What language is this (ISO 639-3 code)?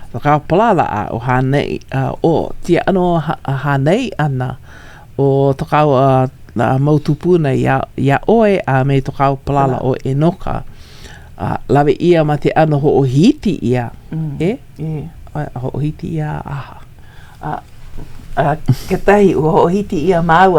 haw